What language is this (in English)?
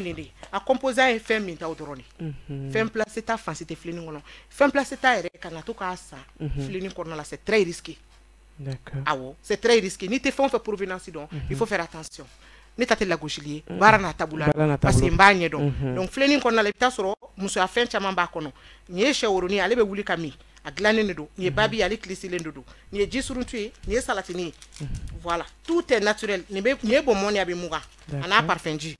Bambara